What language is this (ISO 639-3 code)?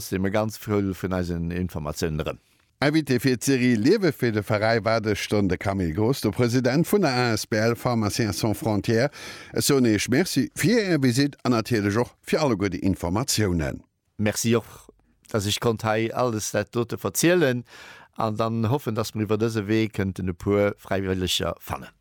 ltz